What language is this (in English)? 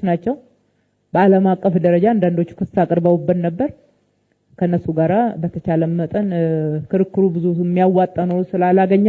Amharic